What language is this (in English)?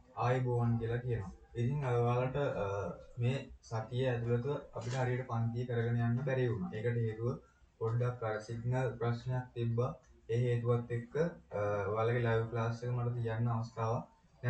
Sinhala